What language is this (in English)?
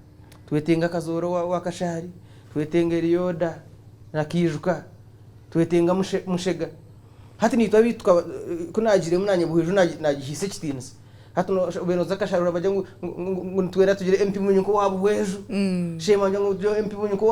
Nyankole